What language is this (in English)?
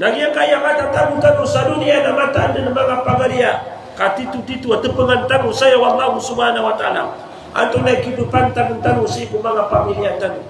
Maranao